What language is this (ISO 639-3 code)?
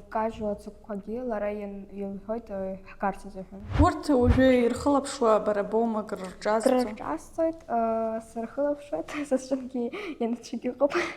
abk